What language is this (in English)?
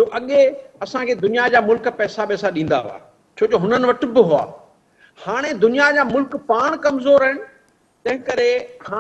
Sindhi